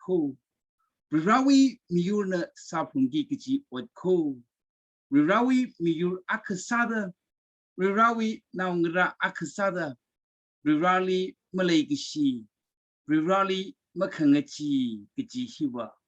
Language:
Tangkhul Naga (India)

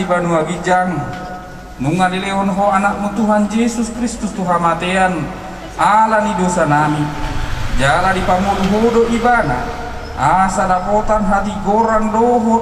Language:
Batak Toba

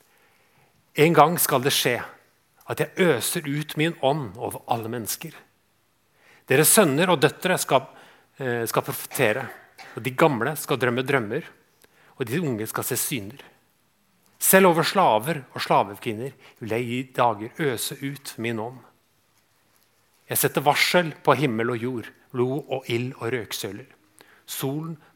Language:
Norwegian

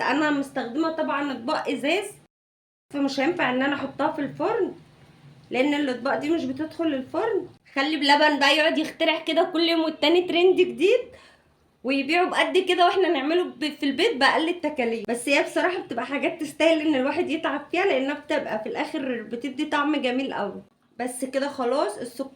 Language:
Egyptian Arabic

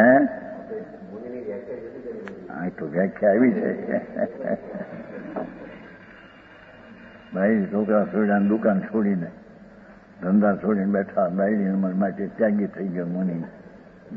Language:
Gujarati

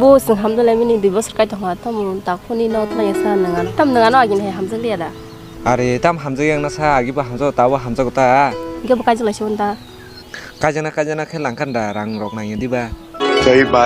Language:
Kok Borok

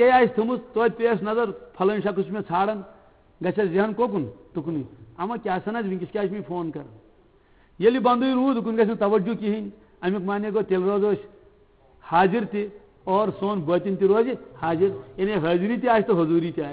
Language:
Kashmiri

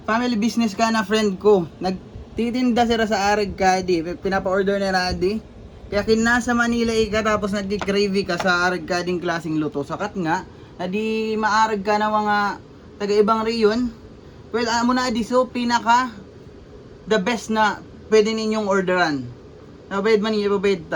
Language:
Bikol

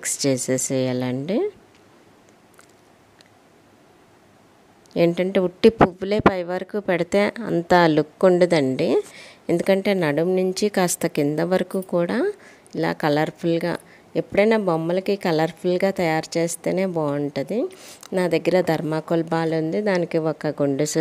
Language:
Telugu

